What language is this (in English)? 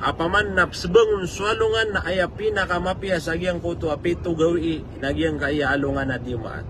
Maranao